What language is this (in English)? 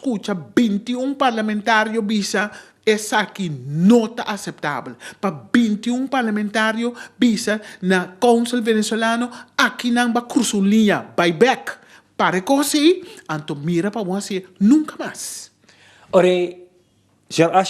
Papiamento